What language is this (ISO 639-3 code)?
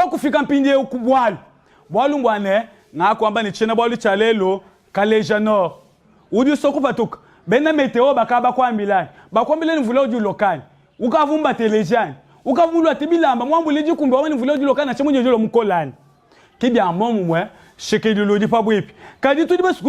lua